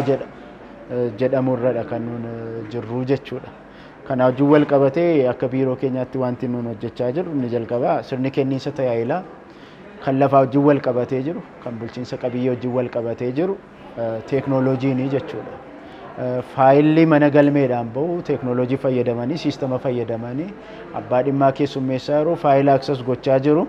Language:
Oromo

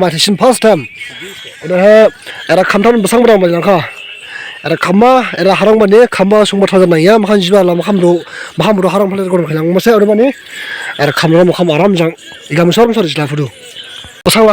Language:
Dimasa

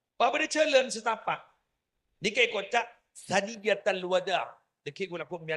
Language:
Madurese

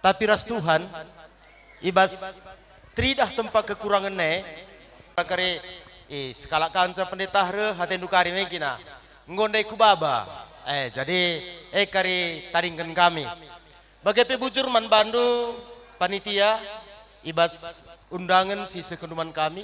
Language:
Batak Karo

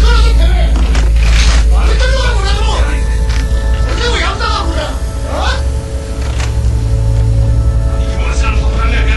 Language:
Japanese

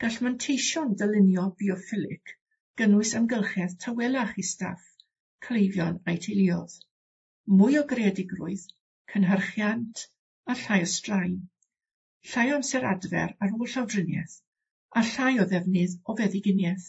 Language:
Welsh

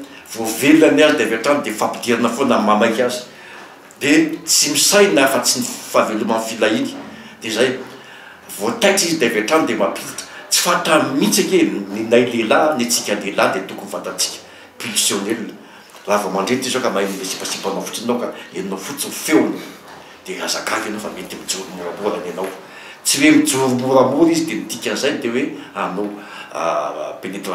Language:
Malagasy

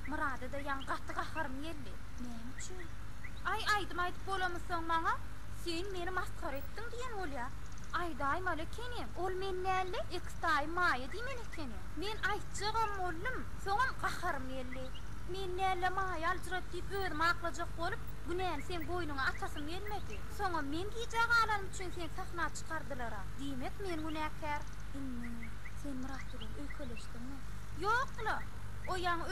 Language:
Turkmen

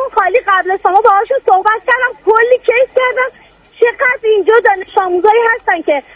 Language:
Persian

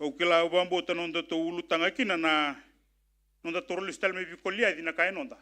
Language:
Fijian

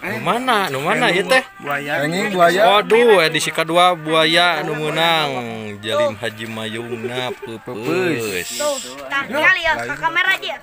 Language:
Sundanese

